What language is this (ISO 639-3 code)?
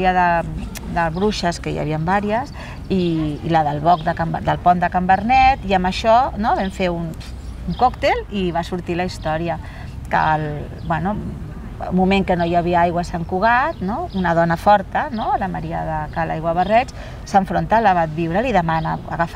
cat